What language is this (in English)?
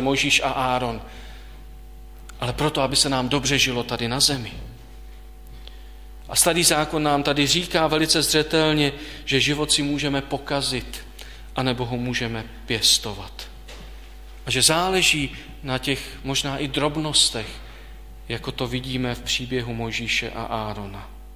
Czech